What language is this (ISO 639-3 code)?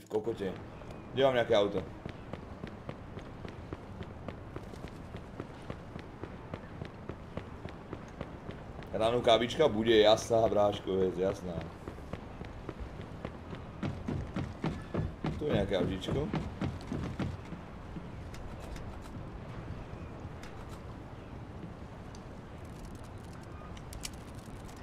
slk